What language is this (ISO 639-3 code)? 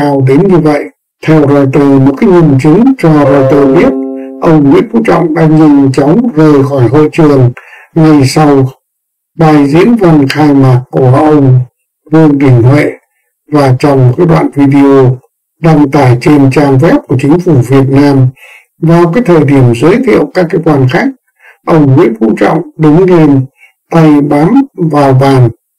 vie